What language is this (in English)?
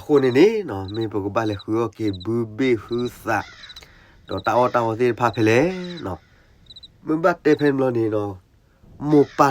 S'gaw Karen